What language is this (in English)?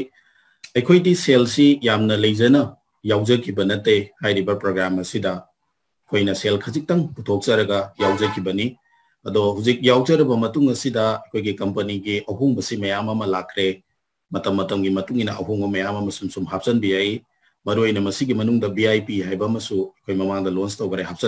Manipuri